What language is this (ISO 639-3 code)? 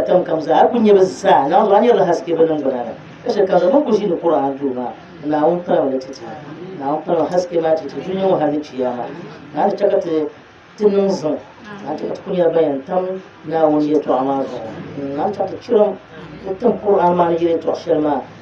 dag